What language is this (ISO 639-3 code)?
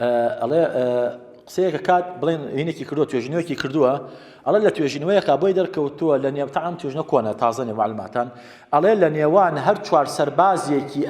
ckb